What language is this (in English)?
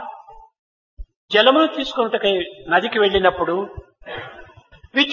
Telugu